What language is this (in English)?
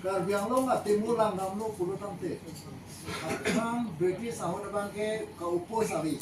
Karbi